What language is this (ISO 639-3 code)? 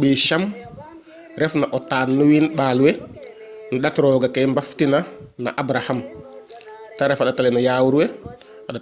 srr